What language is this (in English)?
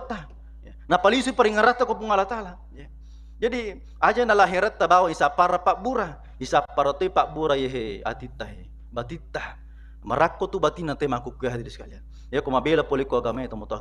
Buginese